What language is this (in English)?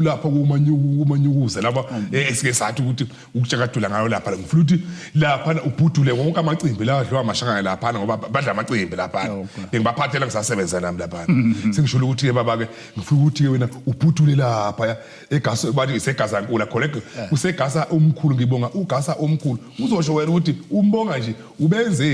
Zulu